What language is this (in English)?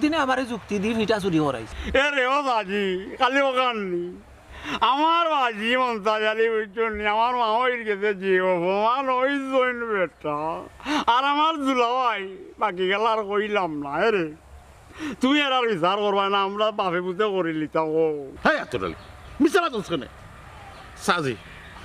Sylheti